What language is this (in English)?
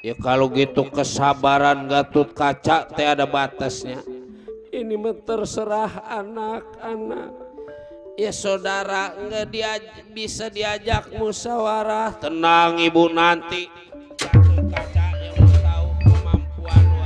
Betawi